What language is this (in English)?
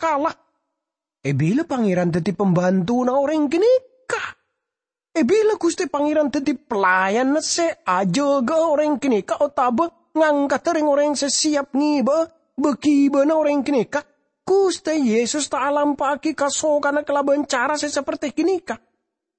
Madurese